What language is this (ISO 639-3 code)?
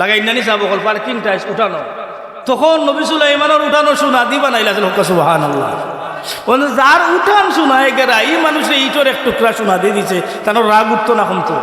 syl